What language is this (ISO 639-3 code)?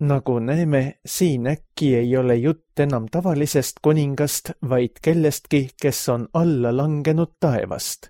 est